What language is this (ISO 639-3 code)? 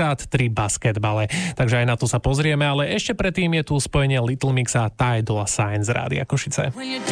slk